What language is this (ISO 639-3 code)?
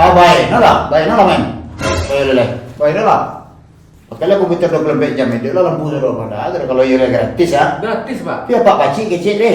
min